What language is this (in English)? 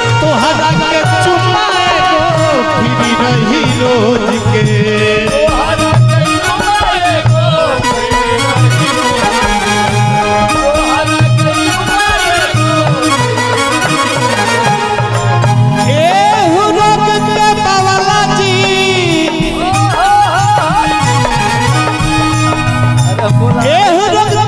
Bhojpuri